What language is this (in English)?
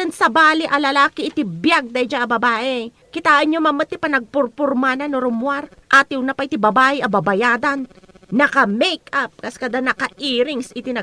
Iloko